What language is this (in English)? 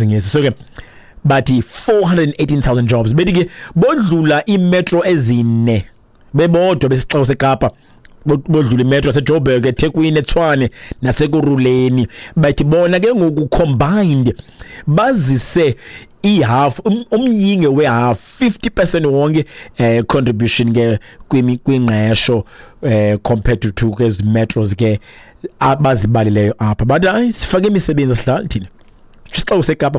Xhosa